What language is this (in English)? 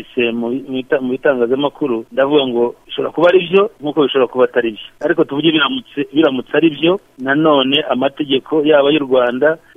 Kinyarwanda